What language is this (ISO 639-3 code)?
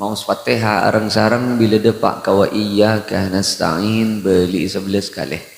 mad